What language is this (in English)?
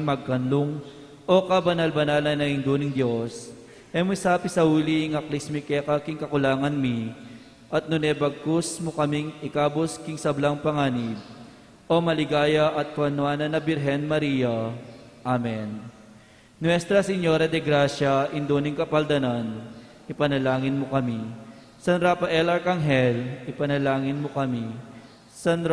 Pampanga